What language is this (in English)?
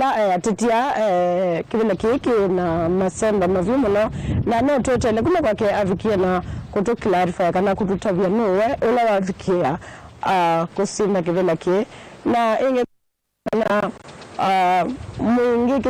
Kamba